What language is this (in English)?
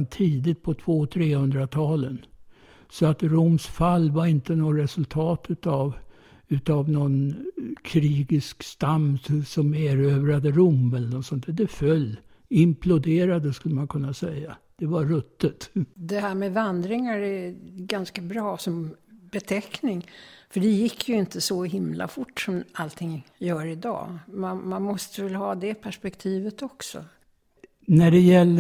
Swedish